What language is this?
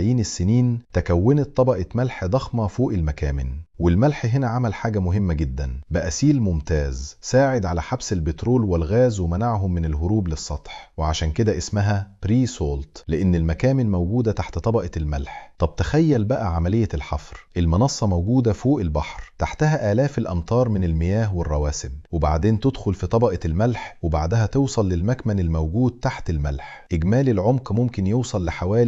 Egyptian Arabic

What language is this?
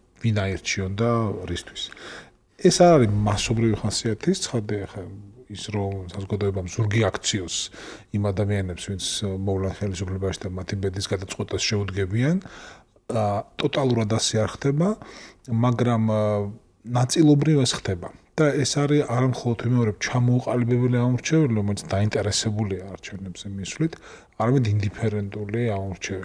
Georgian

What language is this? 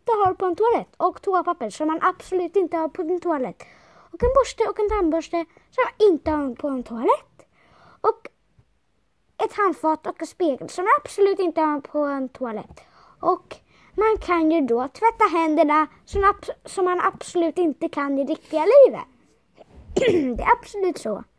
Swedish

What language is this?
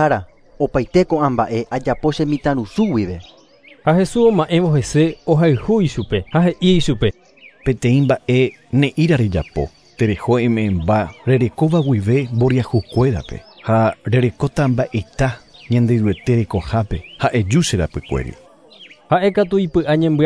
Guarani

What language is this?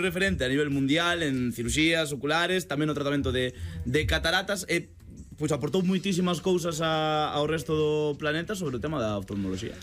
Galician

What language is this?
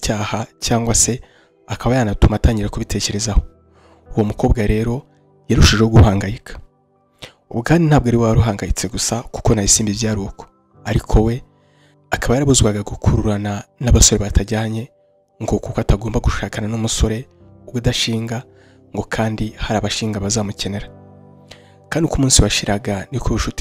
Kinyarwanda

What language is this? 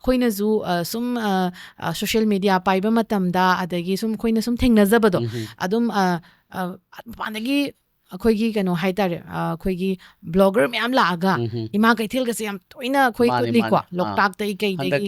Manipuri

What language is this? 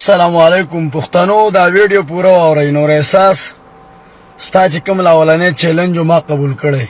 Pashto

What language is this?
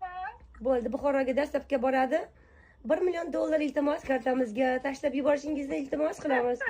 Uzbek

